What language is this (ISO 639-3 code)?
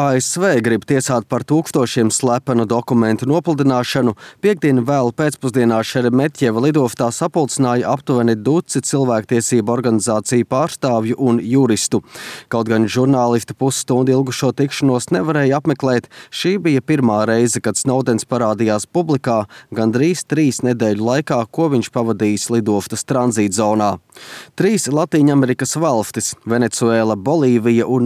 lav